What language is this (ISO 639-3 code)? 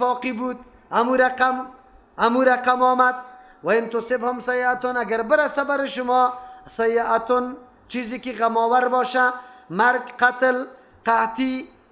fas